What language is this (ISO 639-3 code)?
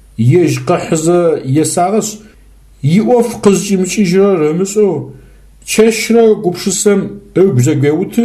ady